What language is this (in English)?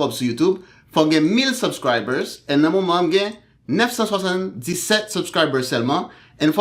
Haitian Creole